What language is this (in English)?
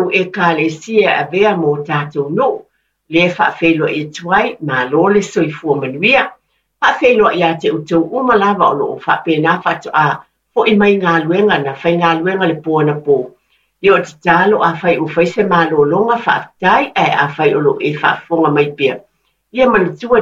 Samoan